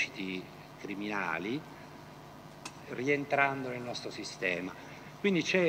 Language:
Italian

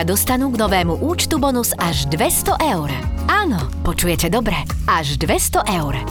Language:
Slovak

